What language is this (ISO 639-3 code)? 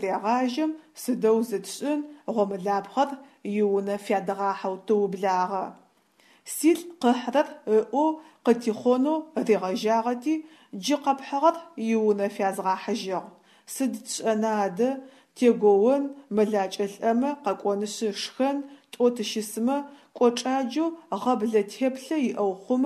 ady